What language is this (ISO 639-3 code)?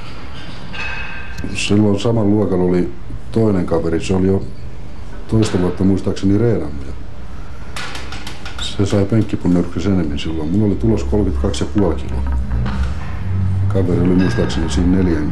fin